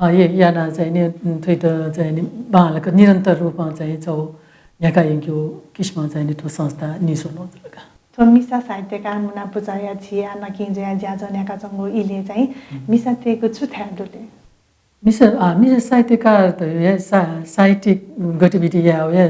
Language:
Newari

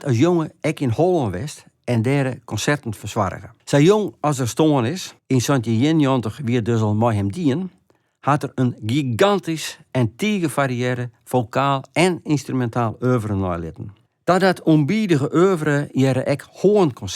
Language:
Western Frisian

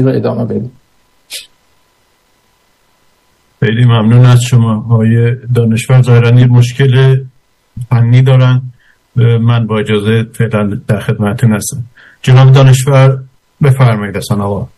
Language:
Persian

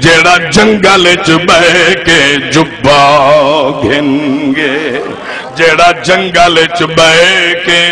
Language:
Saraiki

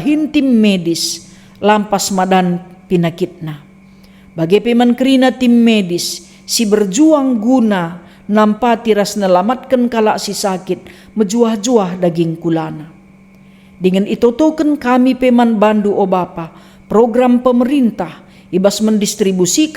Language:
Batak Karo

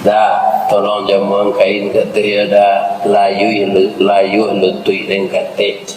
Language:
Minangkabau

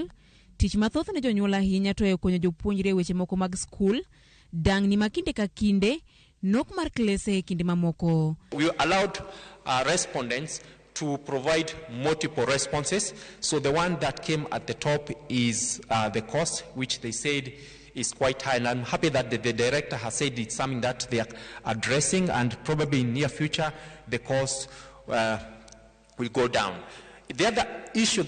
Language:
Luo (Kenya and Tanzania)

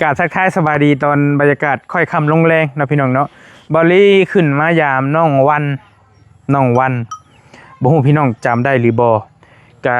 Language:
Northeastern Thai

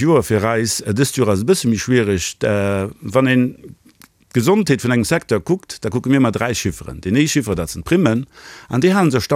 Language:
Luxembourgish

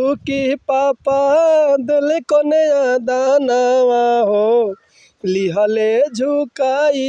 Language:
Bhojpuri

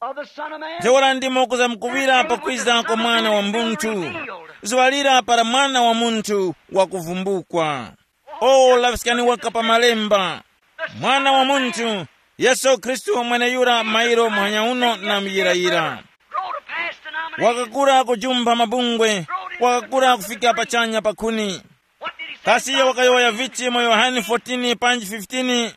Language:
Tumbuka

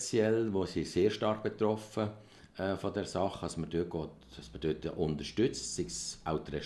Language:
Swiss German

